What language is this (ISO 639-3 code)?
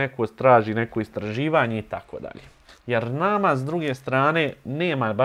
bos